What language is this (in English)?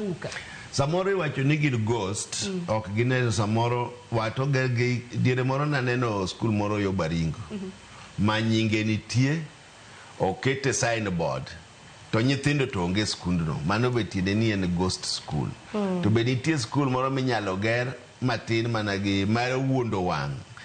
Luo (Kenya and Tanzania)